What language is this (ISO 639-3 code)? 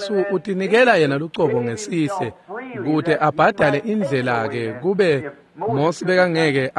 ssw